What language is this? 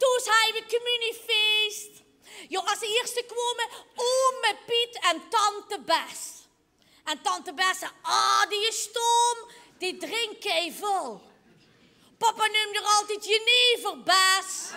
Limburgish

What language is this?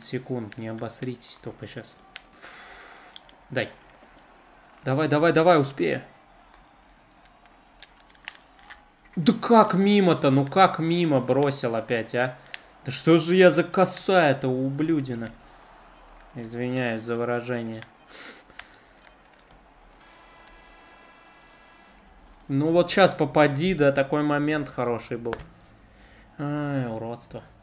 Russian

